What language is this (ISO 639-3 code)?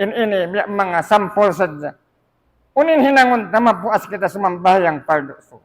tsg